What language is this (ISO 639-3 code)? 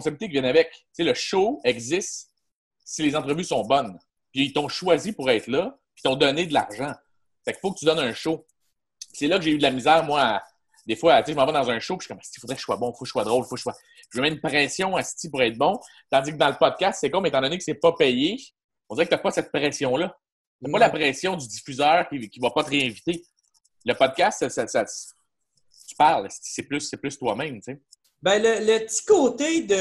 fra